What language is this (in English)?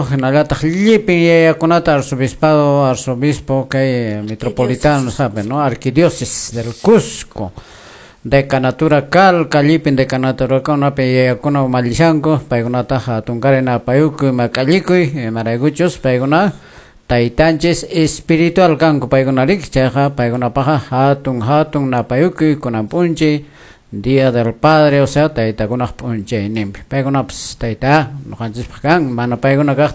Quechua